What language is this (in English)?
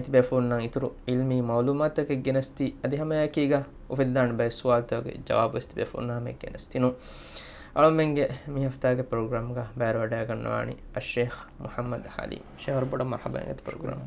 Divehi